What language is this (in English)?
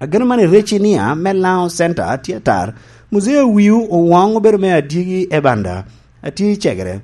Lango (Uganda)